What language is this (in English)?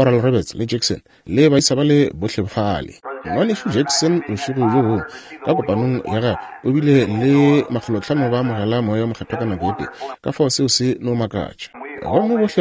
Northern Sotho